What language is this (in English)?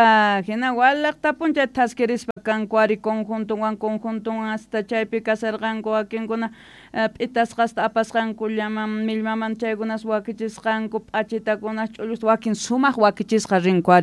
South Bolivian Quechua